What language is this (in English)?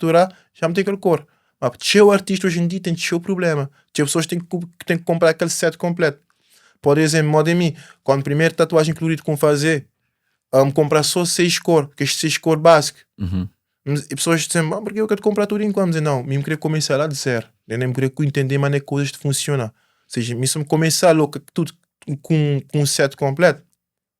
Kabuverdianu